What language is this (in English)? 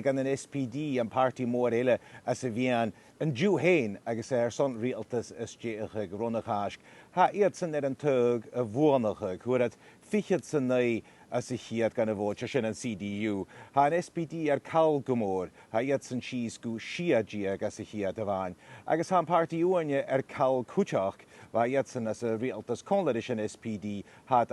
Scottish Gaelic